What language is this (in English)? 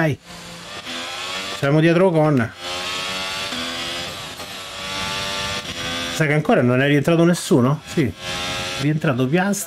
Italian